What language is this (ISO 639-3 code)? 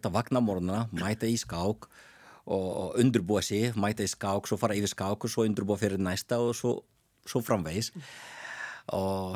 isl